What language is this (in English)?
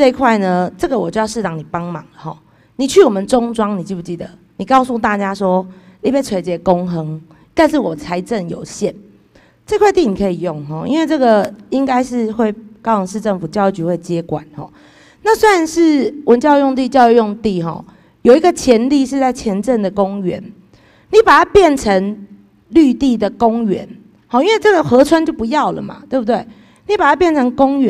Chinese